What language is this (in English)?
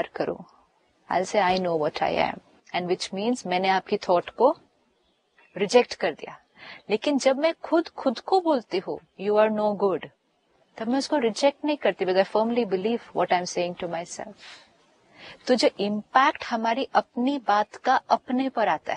Hindi